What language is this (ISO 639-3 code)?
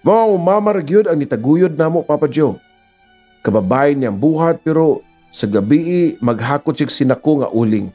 ceb